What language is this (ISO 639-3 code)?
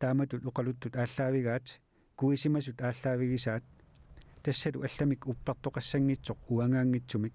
kal